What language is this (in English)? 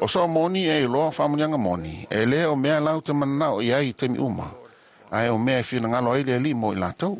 Samoan